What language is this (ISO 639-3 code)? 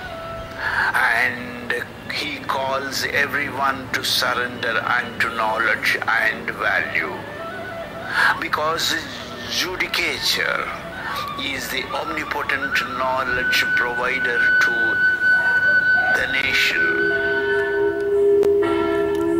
eng